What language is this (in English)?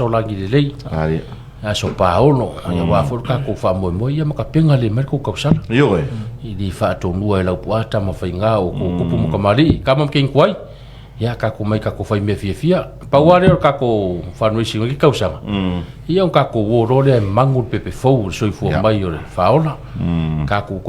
Samoan